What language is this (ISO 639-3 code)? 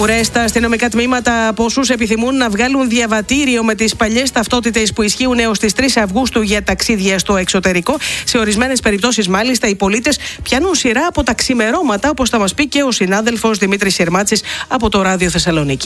ell